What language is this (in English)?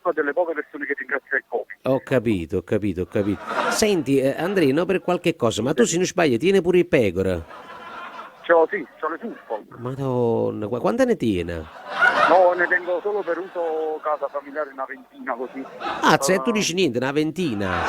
Neapolitan